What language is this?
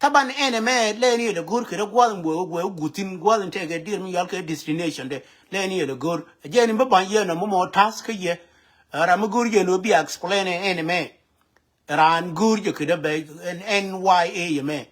Nuer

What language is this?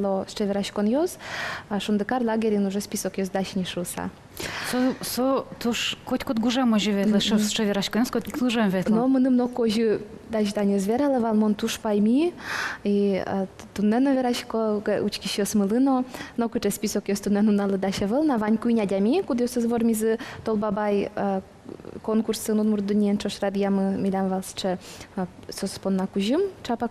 Udmurt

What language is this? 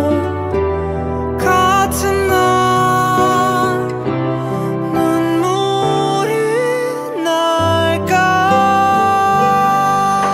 Korean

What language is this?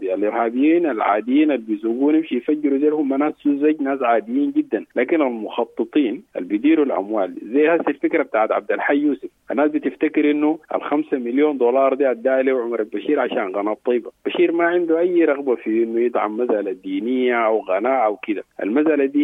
Sudanese Arabic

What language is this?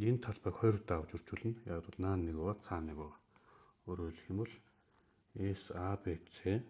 Mongolian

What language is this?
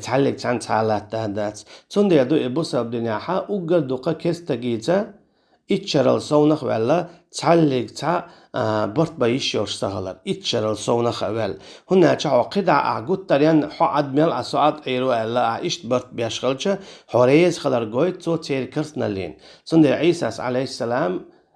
Chechen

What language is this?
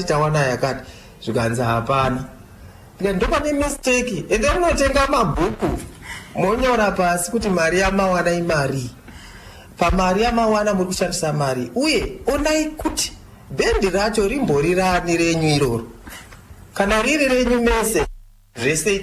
Shona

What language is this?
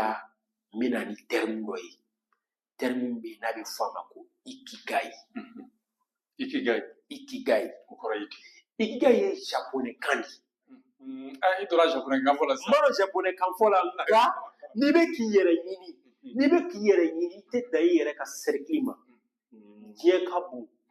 Bambara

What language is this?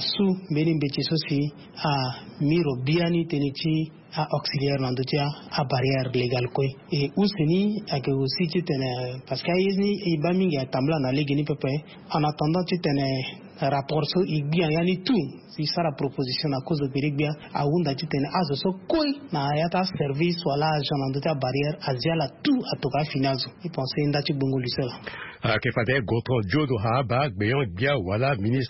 Sango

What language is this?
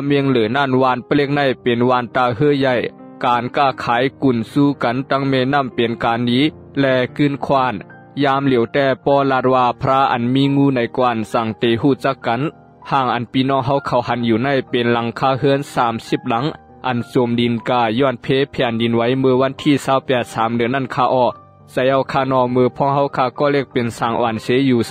Shan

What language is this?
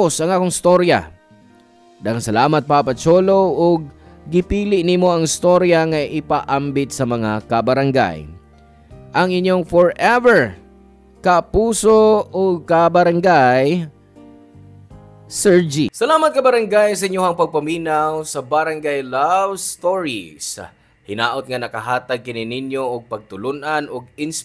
Cebuano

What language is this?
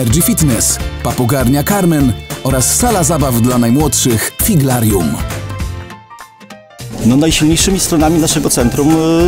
Polish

